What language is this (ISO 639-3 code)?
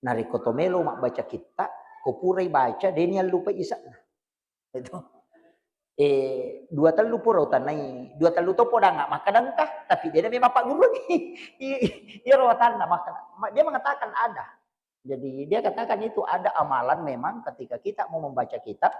bug